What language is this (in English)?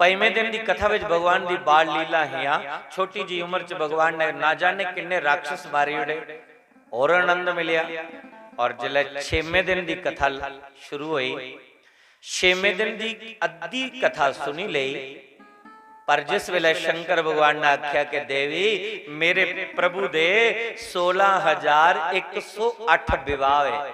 Dogri